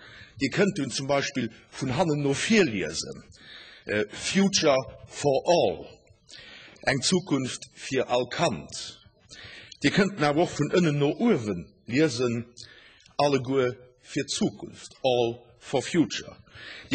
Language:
Luxembourgish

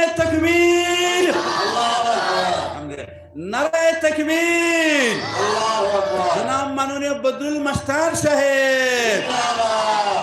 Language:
Sylheti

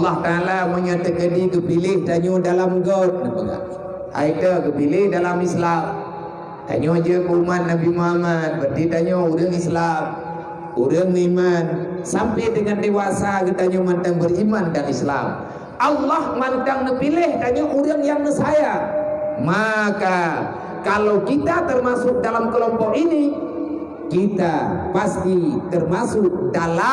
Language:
Achinese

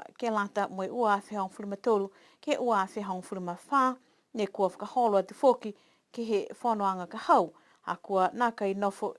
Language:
Niuean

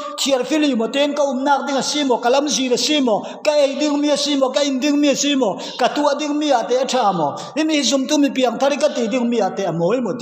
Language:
Falam Chin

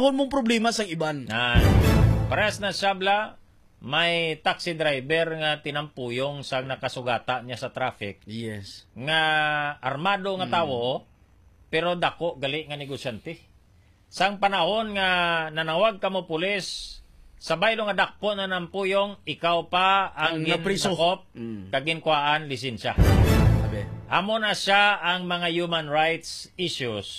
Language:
Hiligaynon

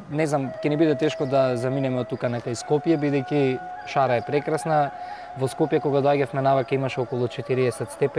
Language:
Macedonian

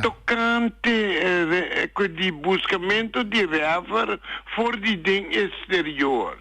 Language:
Papiamento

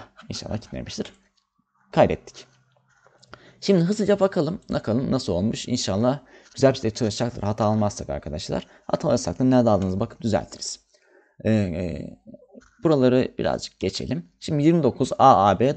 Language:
Turkish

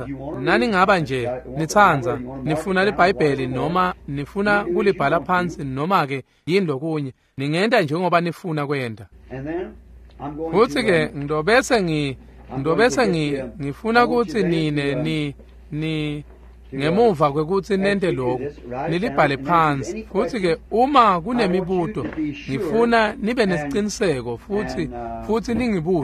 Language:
Swati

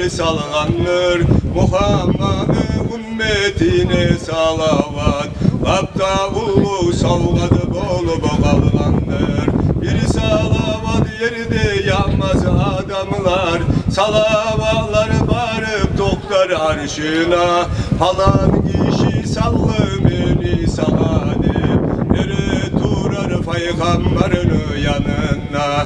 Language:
Kumyk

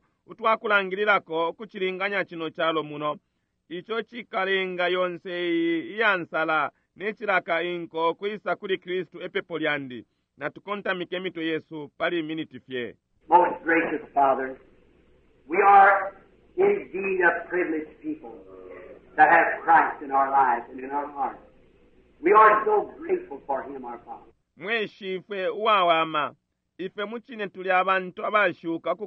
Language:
Bemba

